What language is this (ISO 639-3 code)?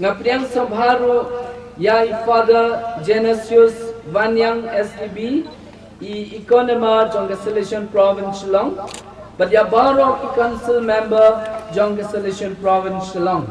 kha